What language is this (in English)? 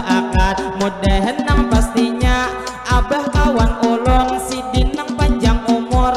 Banjar